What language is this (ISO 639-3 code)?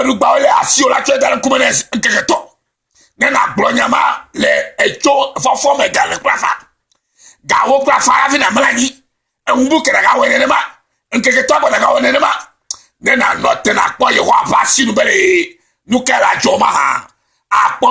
ewe